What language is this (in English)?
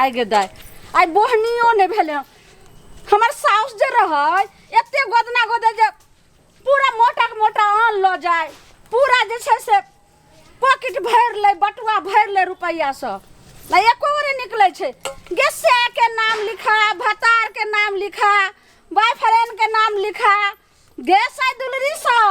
Maithili